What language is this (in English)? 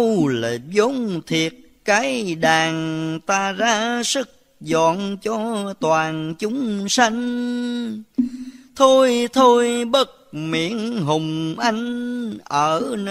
Vietnamese